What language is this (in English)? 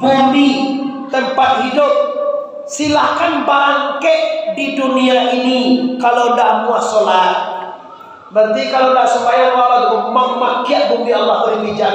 Minangkabau